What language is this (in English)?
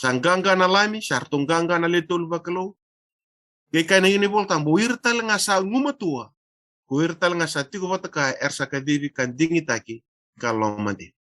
Fijian